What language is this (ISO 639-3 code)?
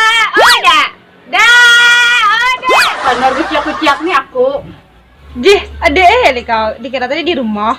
bjn